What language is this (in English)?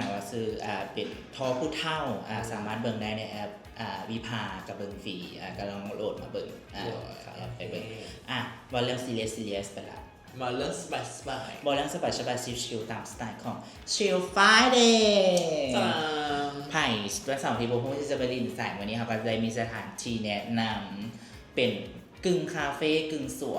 Lao